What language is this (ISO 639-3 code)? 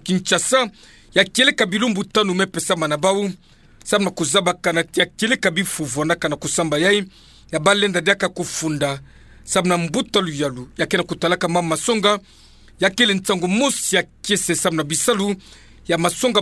ktu